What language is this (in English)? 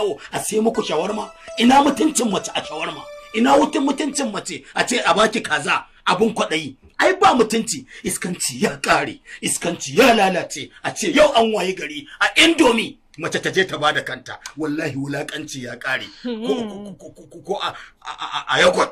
Hausa